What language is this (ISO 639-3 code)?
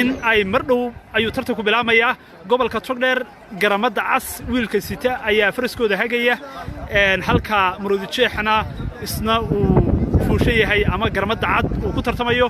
som